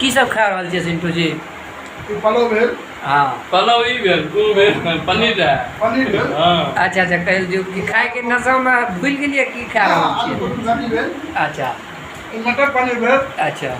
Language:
Maithili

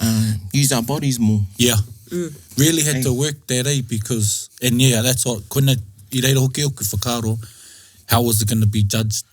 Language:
Māori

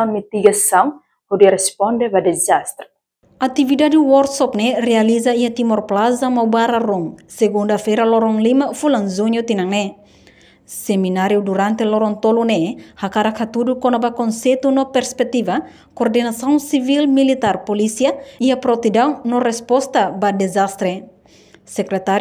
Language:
Tetum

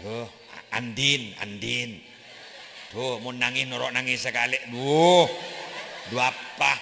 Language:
Madurese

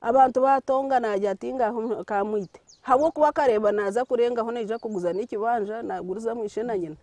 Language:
Nyankole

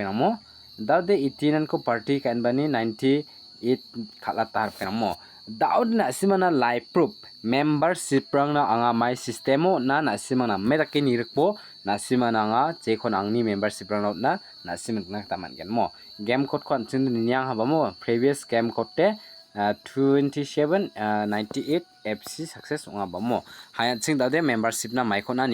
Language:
Garo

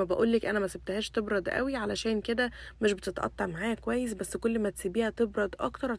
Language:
Egyptian Arabic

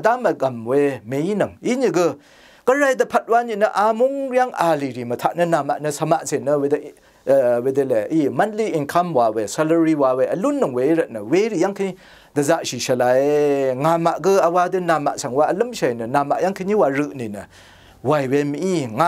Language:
Rawang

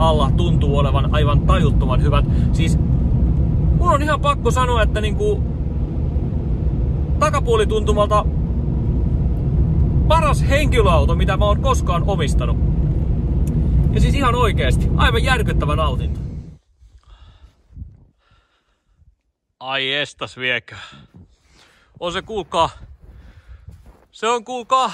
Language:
Finnish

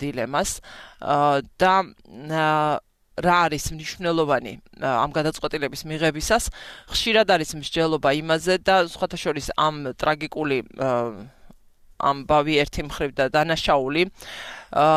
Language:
Georgian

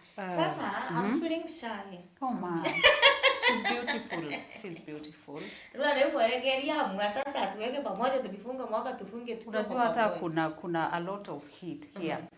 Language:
Meru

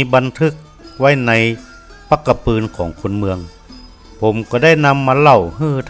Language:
Northern Thai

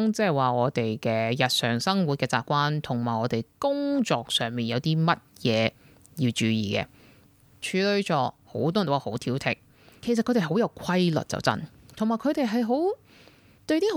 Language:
Cantonese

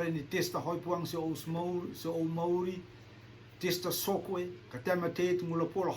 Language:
Rotuman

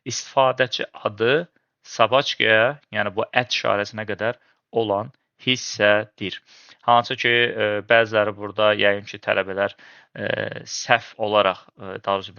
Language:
Azerbaijani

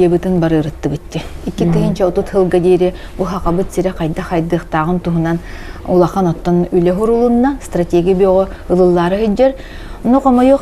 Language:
Yakut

